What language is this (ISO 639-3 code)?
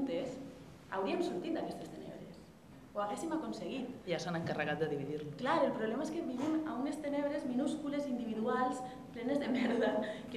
cat